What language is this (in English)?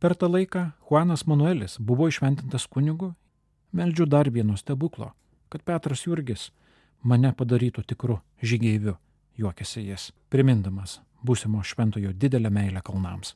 Lithuanian